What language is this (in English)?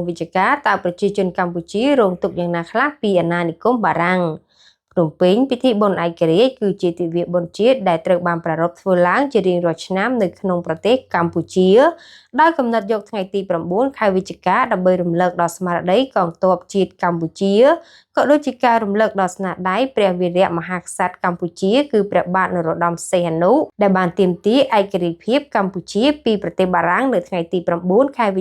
Khmer